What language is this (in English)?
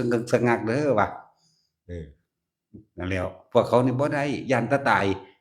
Northeastern Thai